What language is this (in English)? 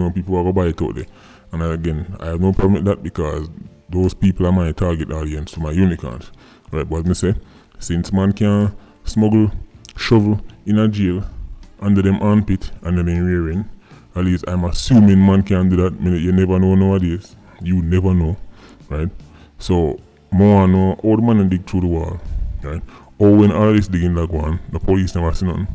Jamaican Creole English